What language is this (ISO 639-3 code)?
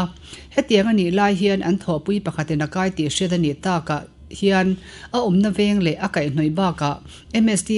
lus